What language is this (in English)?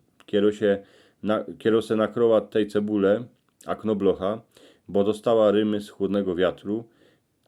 Silesian